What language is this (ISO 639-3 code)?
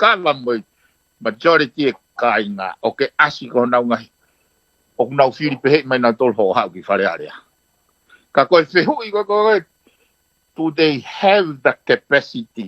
ton